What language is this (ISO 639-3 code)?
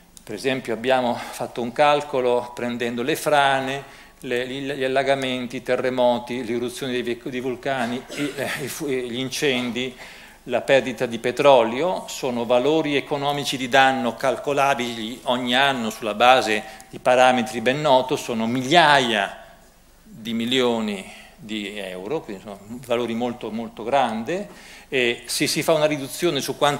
ita